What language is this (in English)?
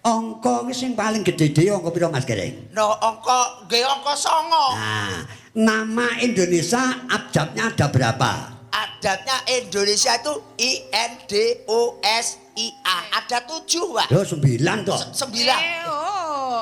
Javanese